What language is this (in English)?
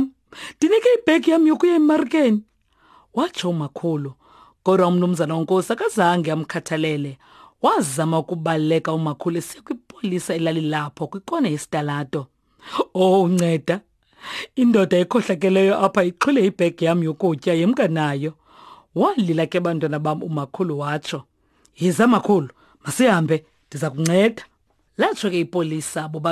Xhosa